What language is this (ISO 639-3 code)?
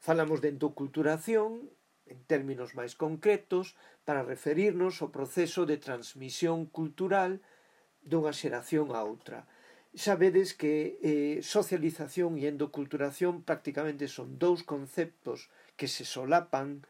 glg